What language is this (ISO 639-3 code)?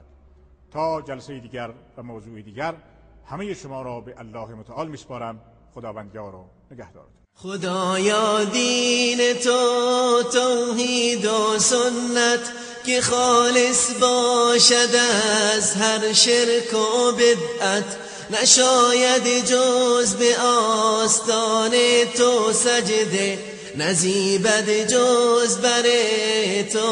fas